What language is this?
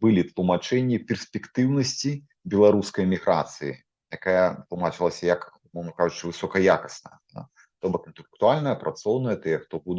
Belarusian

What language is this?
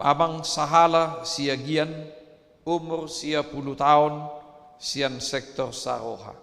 Batak Toba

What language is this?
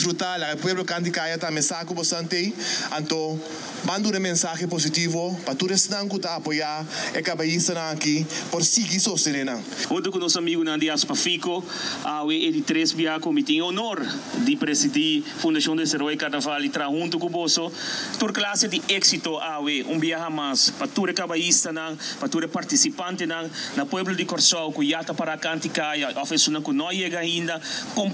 Papiamento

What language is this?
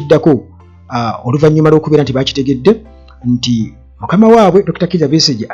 Ganda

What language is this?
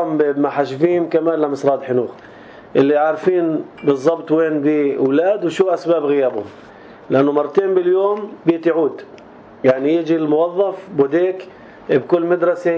North Levantine Arabic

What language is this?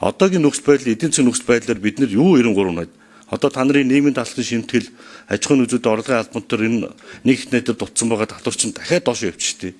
Mongolian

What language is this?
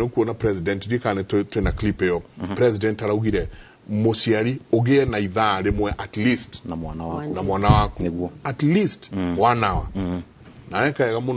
Kikuyu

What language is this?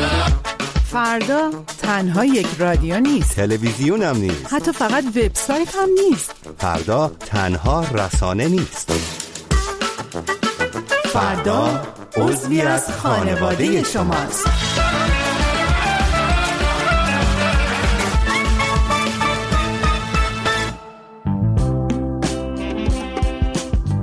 Persian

